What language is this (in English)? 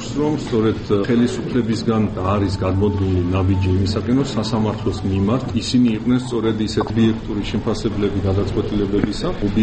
Georgian